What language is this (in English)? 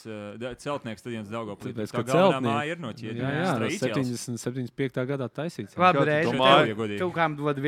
Latvian